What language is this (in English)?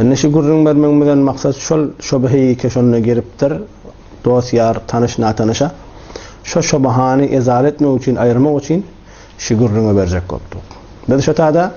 Turkmen